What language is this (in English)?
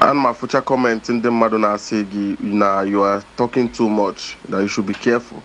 Igbo